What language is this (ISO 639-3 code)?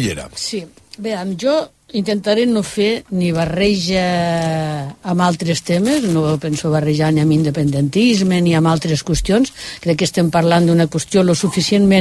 cat